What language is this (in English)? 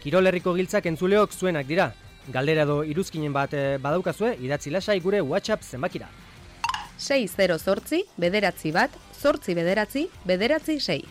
Basque